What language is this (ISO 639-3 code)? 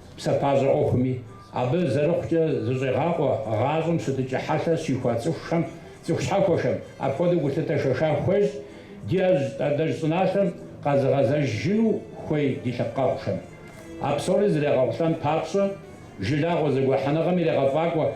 kbd